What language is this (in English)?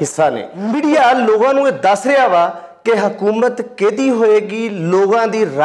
Western Panjabi